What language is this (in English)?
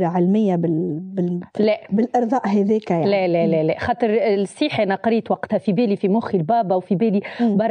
Tunisian Arabic